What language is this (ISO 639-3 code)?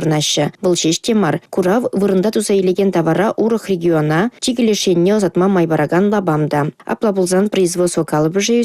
chv